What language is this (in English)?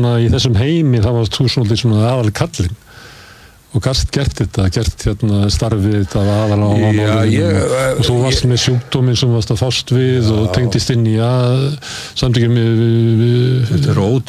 Icelandic